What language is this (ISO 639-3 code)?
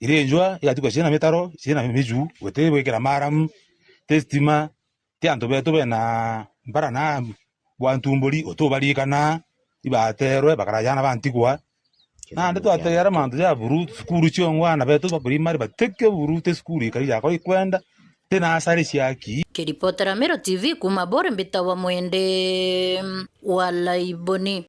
mer